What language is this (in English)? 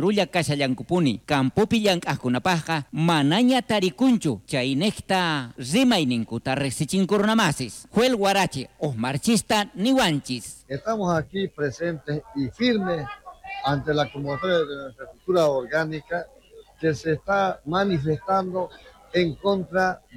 South Bolivian Quechua